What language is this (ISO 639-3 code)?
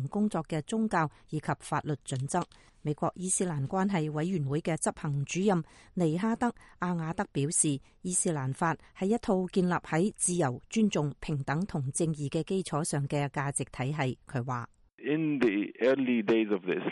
yue